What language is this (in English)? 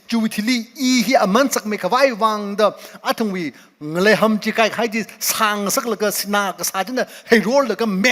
Tangkhul Naga (India)